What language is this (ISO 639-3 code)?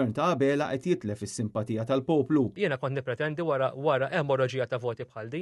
mlt